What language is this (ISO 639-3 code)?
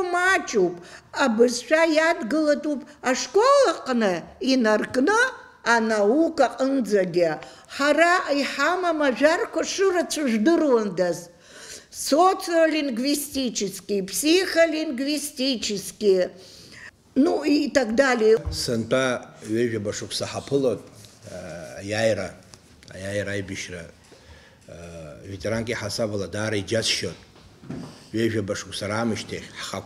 abk